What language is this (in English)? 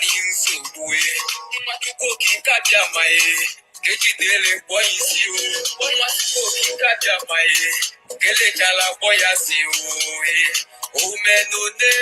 Igbo